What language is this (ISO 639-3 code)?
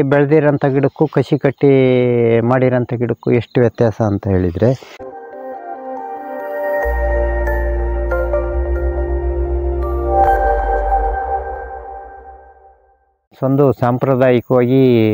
kan